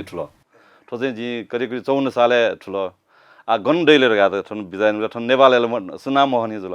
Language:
Newari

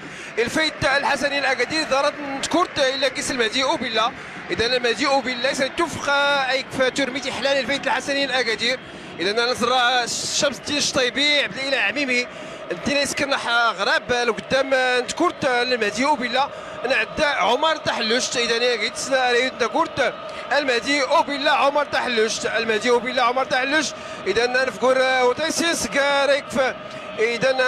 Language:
Moroccan Arabic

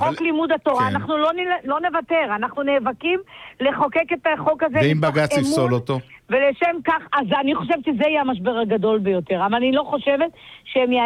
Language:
Hebrew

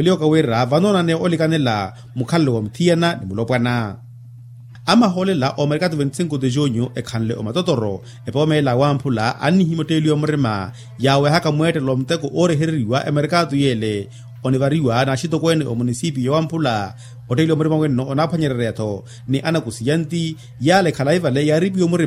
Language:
Makhuwa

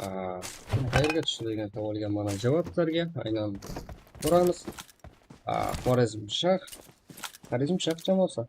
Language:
Kara-Kalpak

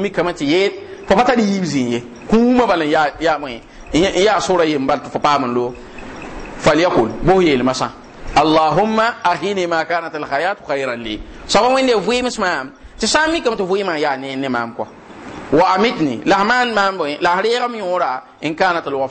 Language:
Mossi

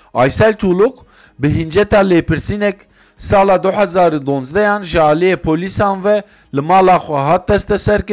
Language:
Kurdish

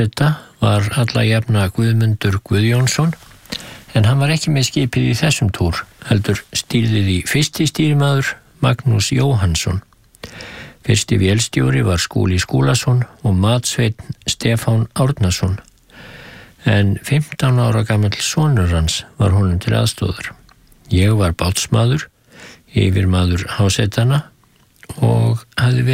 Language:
Icelandic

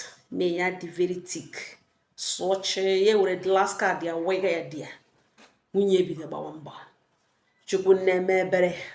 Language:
Igbo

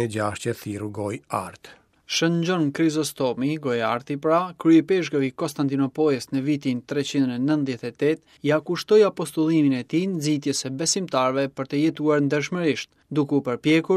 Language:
Albanian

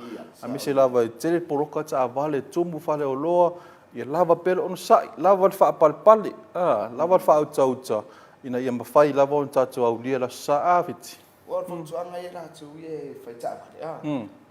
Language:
Samoan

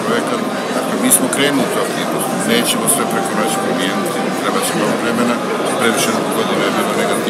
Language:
Croatian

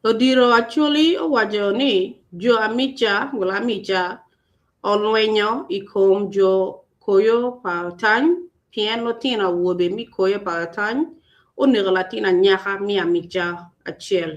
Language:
Acoli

